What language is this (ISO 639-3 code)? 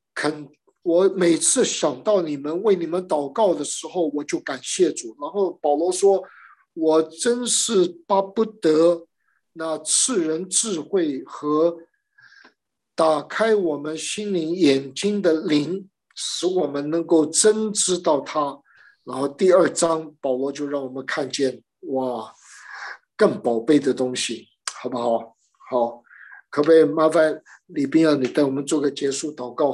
zho